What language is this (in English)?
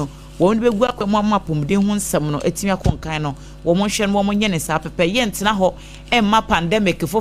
Akan